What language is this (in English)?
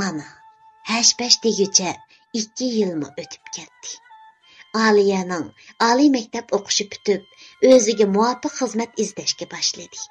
Uyghur